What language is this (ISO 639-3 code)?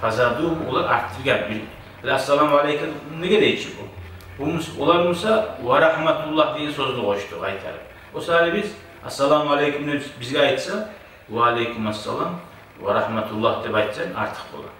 kum